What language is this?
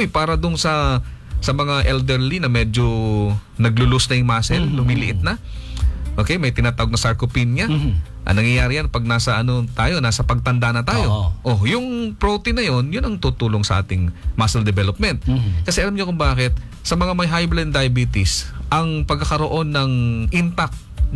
Filipino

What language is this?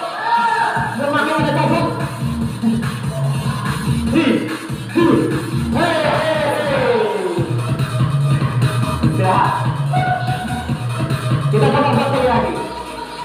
Indonesian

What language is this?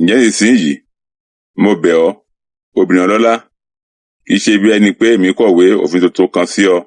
Yoruba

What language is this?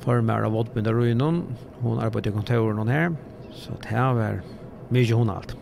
Faroese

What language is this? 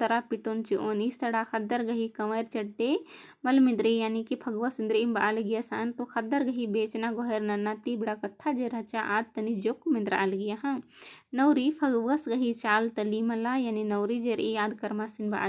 Kurukh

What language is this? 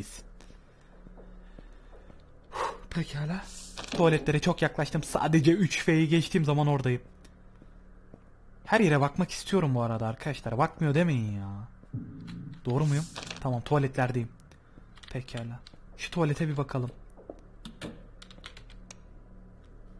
Turkish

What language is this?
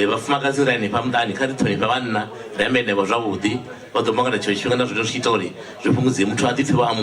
Venda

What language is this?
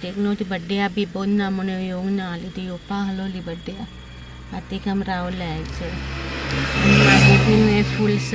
Konkani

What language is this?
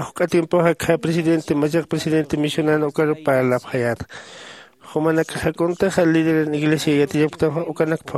Aymara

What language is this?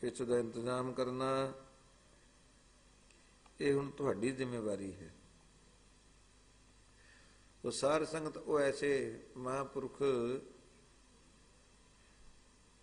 Punjabi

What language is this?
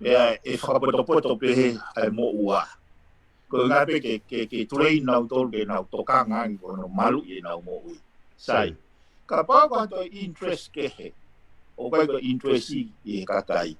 Tongan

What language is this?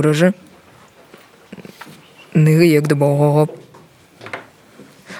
Buriat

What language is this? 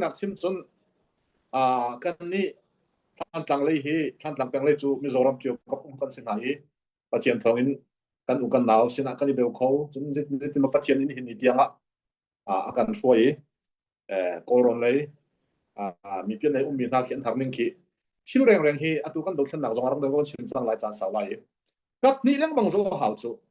Hakha Chin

